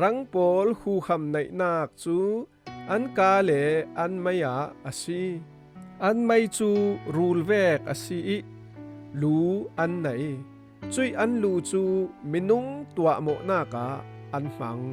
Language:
Falam Chin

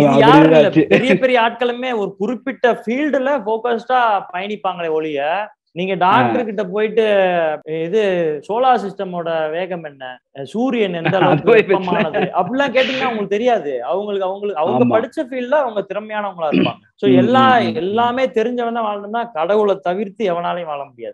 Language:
Tamil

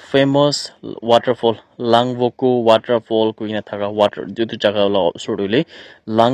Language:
Naga Pidgin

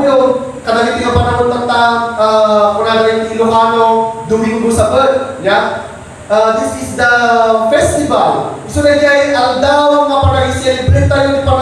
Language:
Iloko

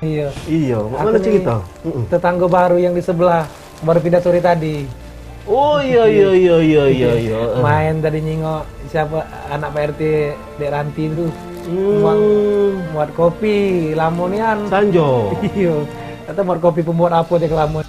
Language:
Musi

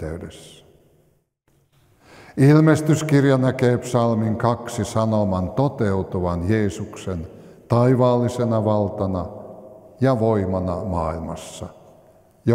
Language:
Finnish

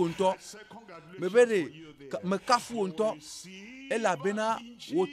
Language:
Ewe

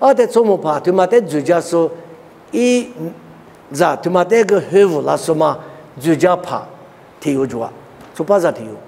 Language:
Lisu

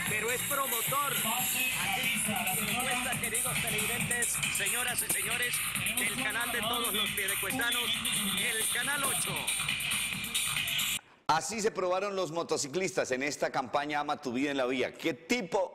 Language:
Spanish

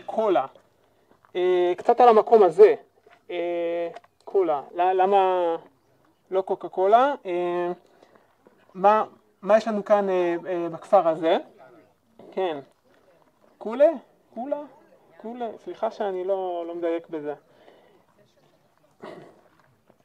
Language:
Hebrew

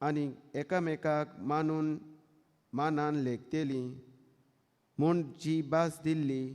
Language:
Konkani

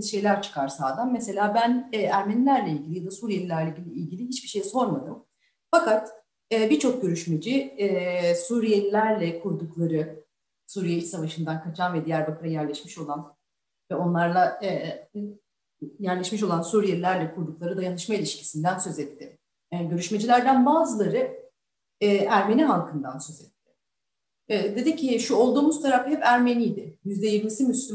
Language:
Turkish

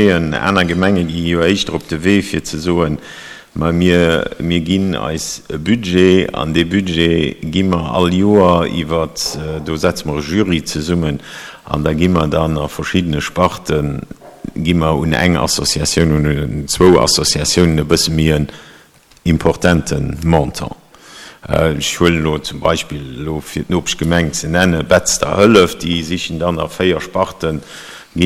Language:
Luxembourgish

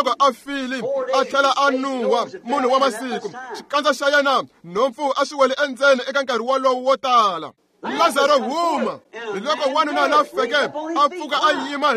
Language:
Tsonga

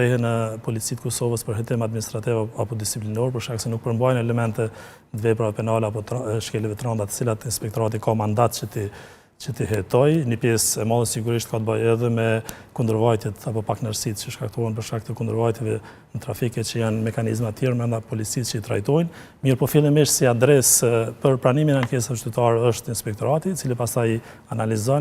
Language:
Albanian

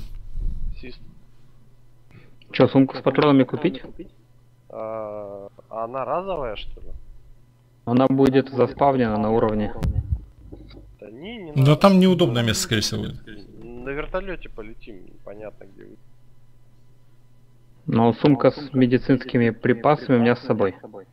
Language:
Russian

